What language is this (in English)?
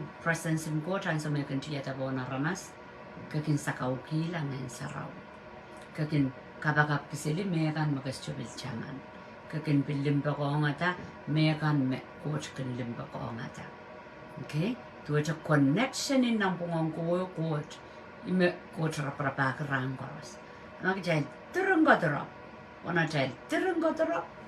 Pohnpeian